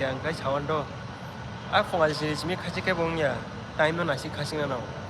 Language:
Kok Borok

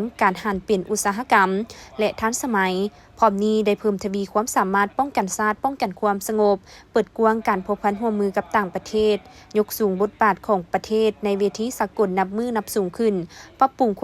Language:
Lao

